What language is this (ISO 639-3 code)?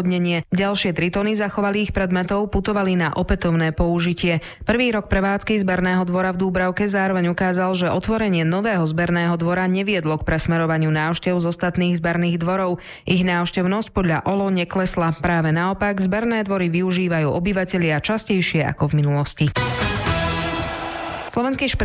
slk